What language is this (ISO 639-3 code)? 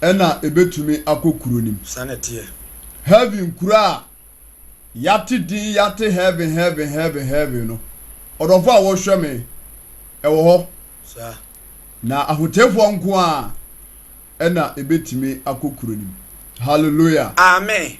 aka